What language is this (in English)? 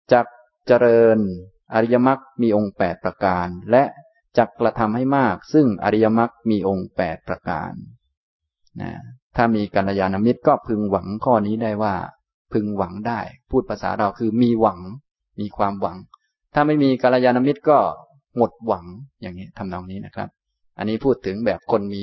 Thai